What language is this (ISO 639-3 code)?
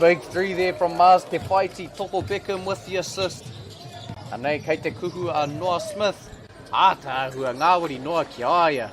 mri